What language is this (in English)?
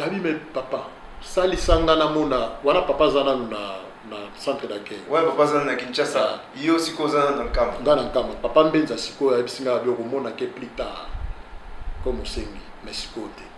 Lingala